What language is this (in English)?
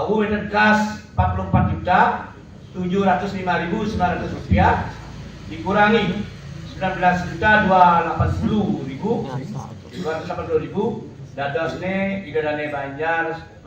Balinese